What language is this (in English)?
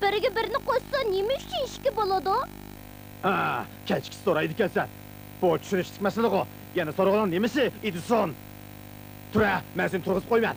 Uyghur